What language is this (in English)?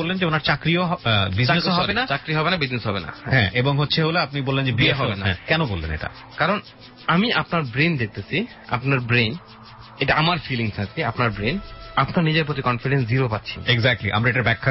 Bangla